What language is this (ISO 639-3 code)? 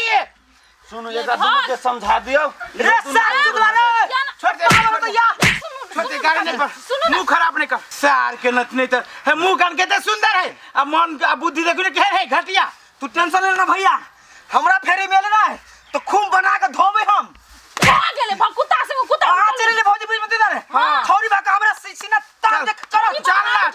mai